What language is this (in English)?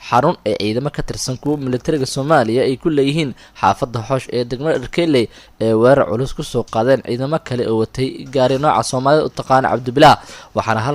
Somali